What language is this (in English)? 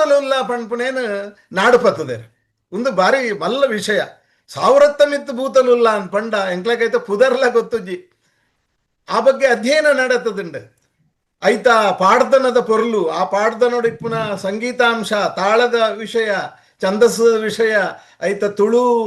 Tulu